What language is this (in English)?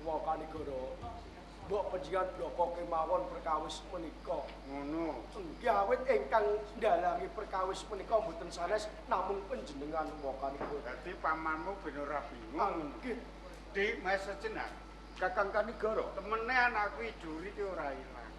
Javanese